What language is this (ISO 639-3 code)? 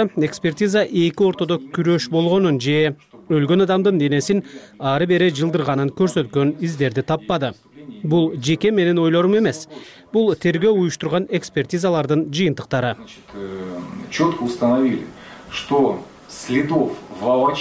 kir